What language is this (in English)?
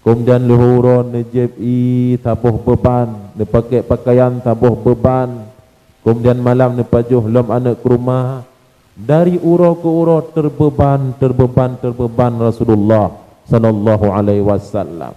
Achinese